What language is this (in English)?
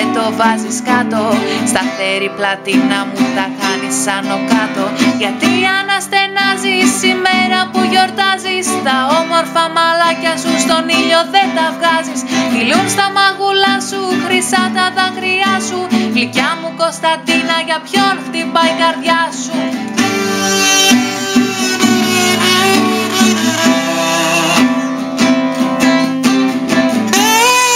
Greek